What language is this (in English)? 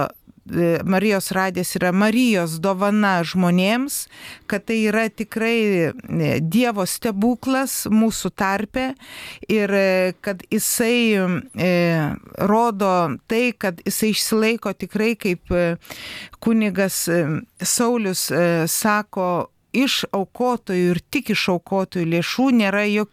Lithuanian